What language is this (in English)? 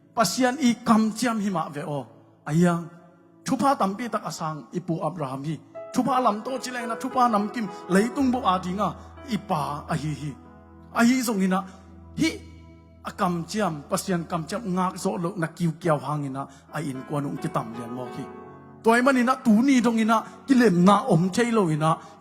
Tedim Chin